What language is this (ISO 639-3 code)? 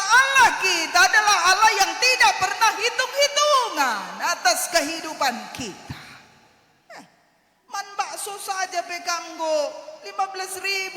btx